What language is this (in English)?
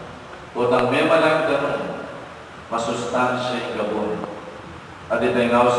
Pampanga